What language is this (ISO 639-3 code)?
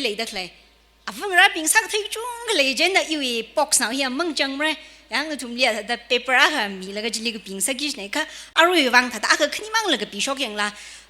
nmf